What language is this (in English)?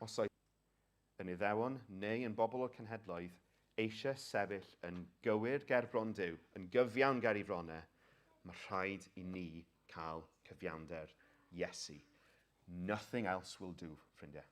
Welsh